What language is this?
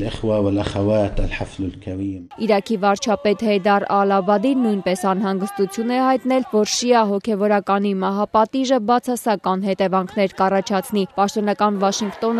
Armenian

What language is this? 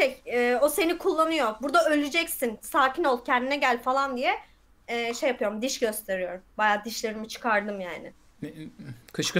Turkish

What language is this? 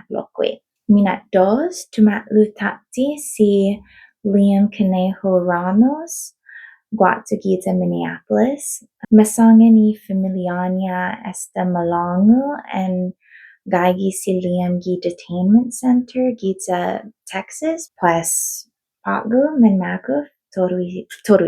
Chamorro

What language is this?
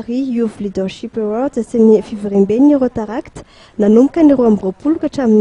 Malagasy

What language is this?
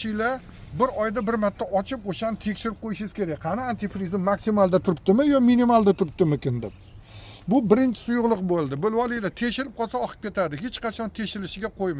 Uzbek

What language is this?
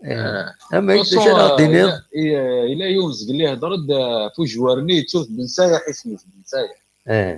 Kabyle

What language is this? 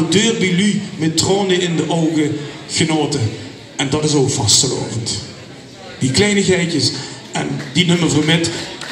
Limburgish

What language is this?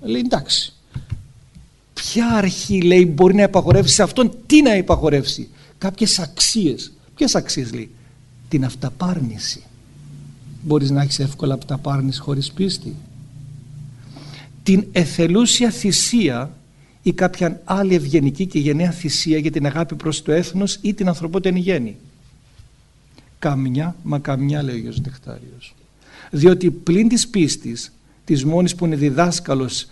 Greek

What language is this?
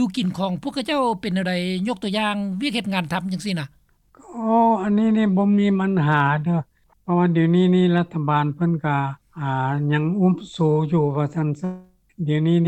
Lao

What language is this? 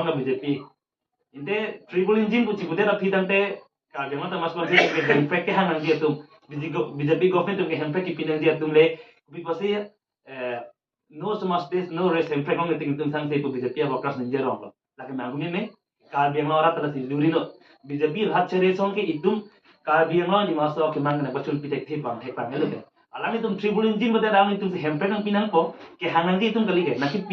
Karbi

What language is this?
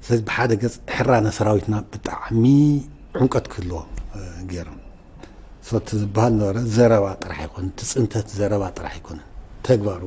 Tigrinya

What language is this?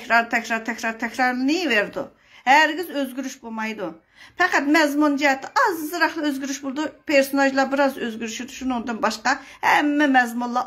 Uyghur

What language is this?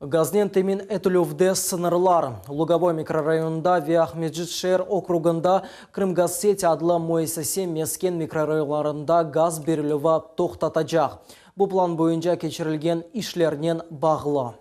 Crimean Tatar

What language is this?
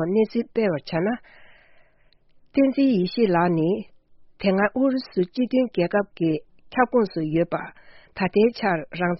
Tibetan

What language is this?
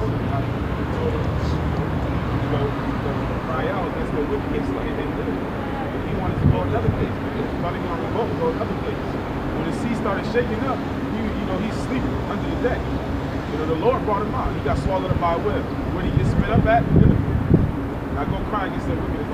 English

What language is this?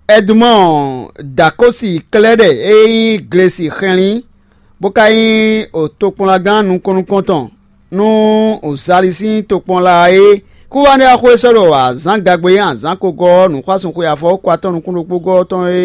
Fon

